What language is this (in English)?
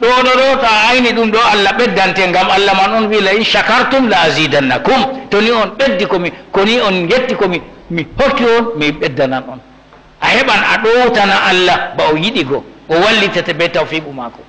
Fula